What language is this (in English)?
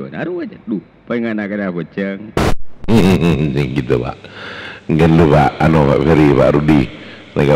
Madurese